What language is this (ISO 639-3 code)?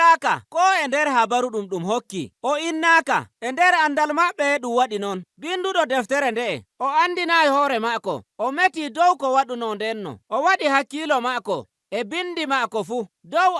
fuv